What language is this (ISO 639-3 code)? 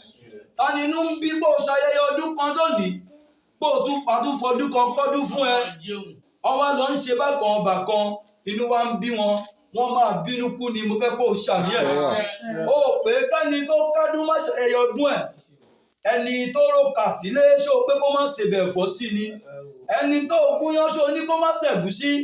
yor